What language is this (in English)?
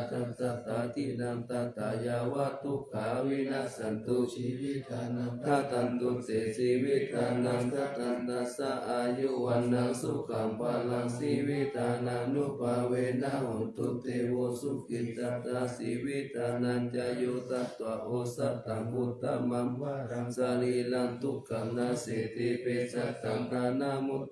Pali